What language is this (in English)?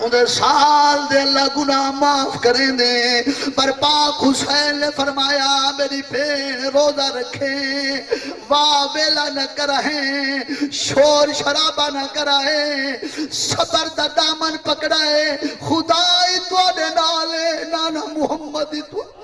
Saraiki